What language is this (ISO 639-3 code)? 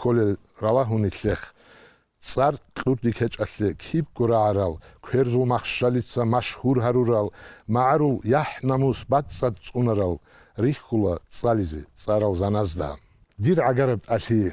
ava